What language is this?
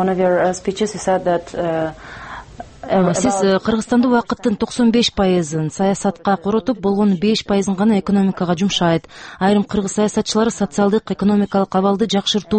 Kyrgyz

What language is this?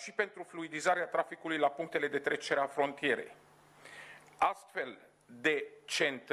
Romanian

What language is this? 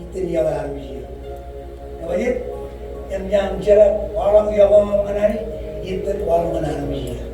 Marshallese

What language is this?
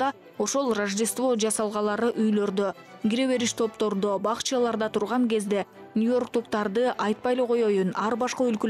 Kyrgyz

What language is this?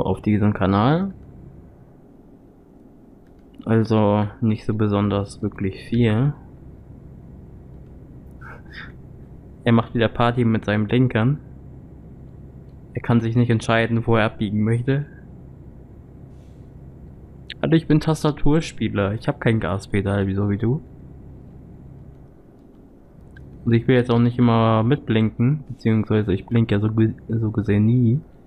German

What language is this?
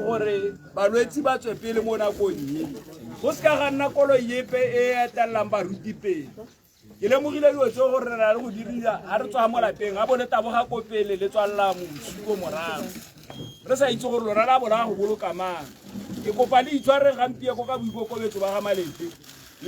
Tswana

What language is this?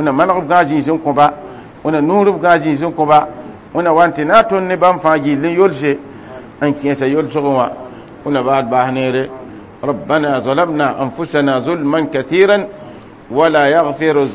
Mossi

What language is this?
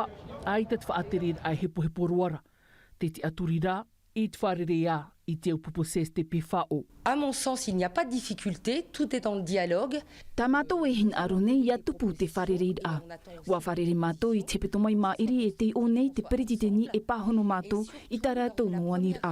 Tahitian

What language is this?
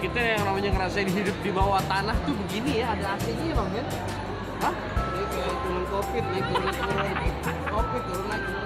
Betawi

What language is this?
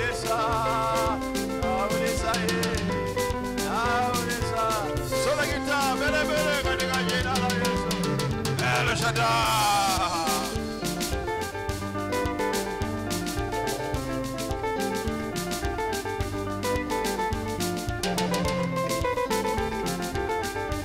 Swahili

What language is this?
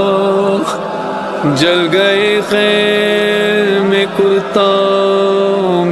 Urdu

